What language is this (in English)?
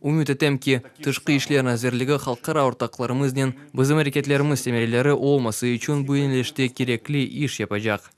Crimean Tatar